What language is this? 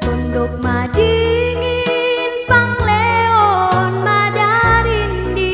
Toraja-Sa'dan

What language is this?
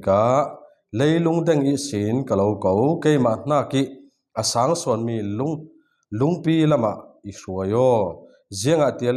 Falam Chin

